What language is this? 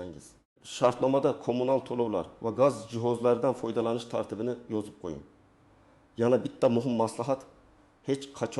Uzbek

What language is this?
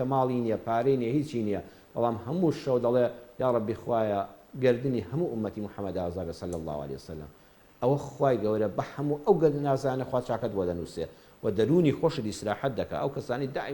Central Kurdish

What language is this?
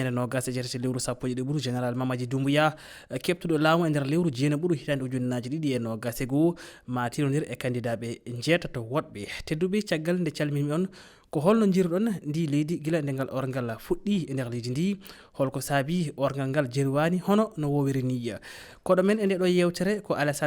Fula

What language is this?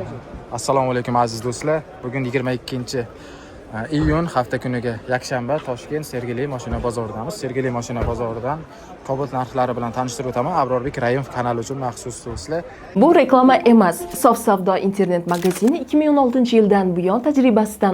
Uzbek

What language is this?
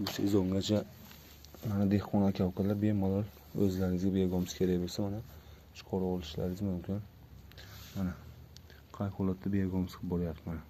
Uzbek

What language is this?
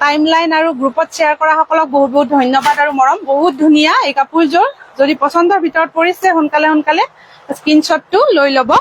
Assamese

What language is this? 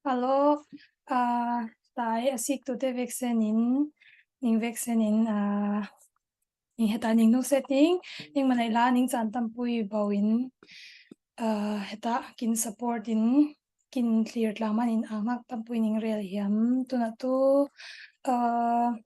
Falam Chin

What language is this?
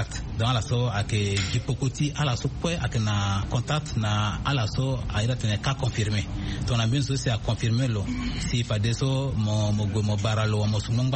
Sango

